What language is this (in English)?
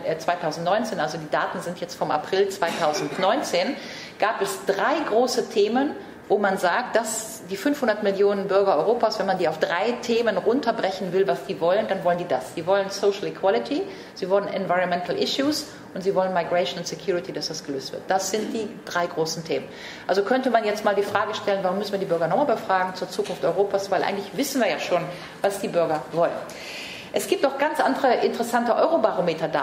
German